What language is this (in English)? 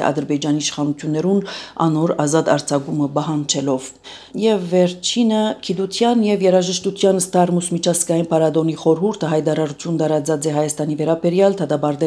Armenian